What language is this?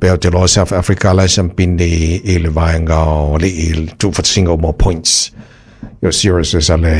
Samoan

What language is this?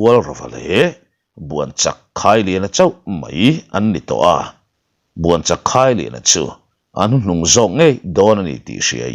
Mizo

